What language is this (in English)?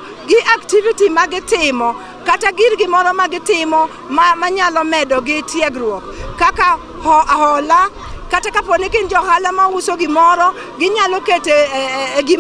Luo (Kenya and Tanzania)